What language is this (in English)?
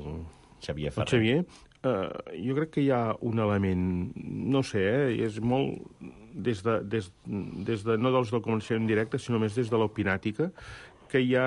Catalan